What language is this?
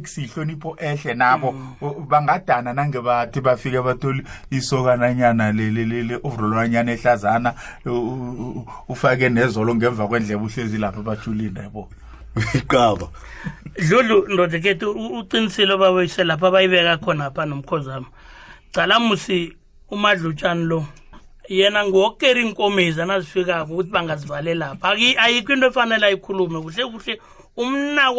South Ndebele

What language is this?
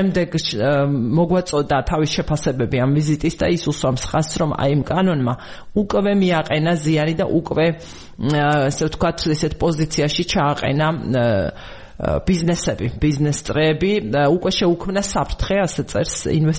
Georgian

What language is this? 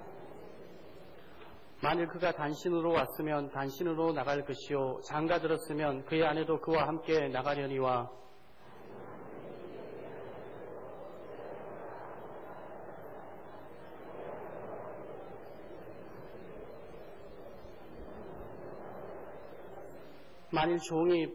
Korean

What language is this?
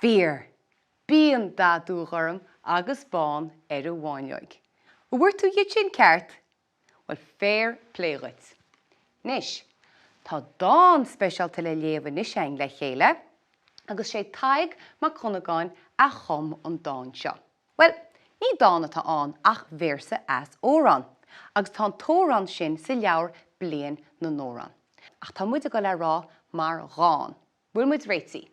Irish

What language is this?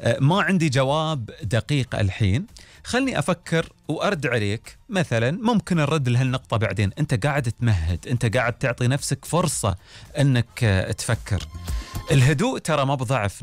Gulf Arabic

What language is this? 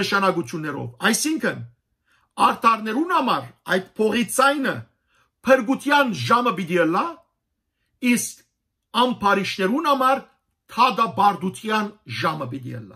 Western Armenian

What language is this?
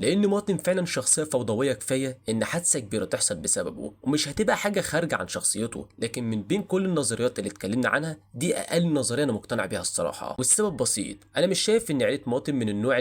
Egyptian Arabic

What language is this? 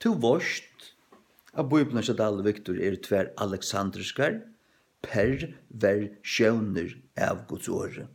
Faroese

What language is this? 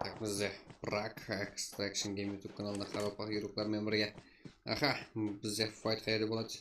Kara-Kalpak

